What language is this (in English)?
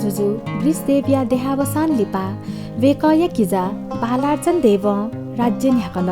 Newari